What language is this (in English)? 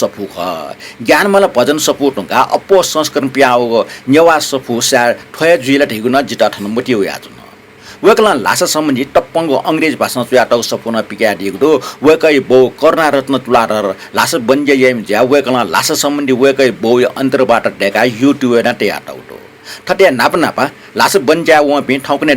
Newari